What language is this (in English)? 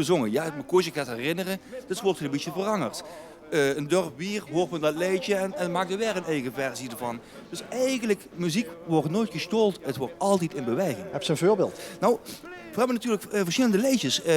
Limburgish